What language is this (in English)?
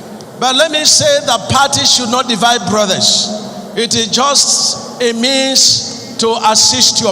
Nigerian Pidgin